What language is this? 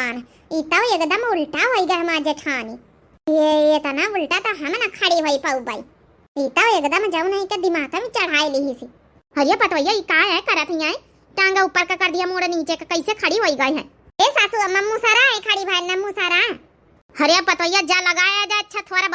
Awadhi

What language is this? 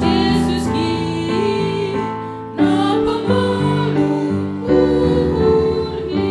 Batak Simalungun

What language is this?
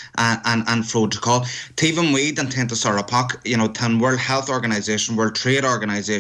Irish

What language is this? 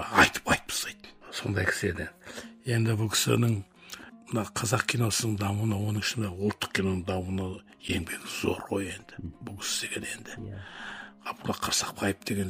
Kazakh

